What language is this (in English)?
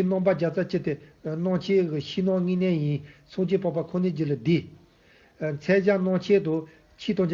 Tibetan